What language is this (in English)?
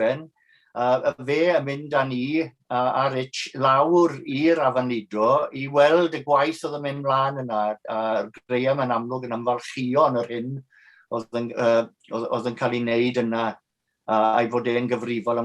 Welsh